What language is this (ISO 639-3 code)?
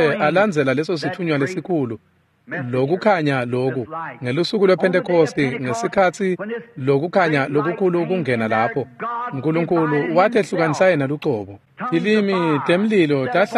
ssw